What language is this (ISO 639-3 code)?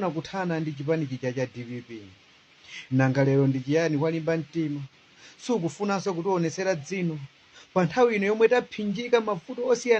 nya